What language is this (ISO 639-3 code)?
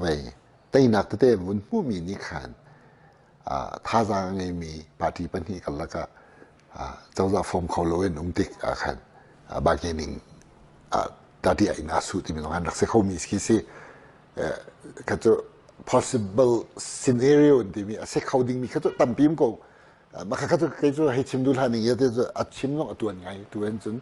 cnh